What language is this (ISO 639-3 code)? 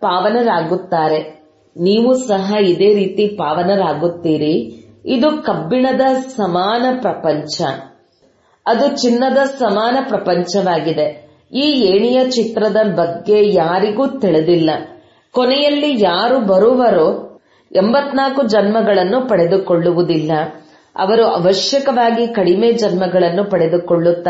kan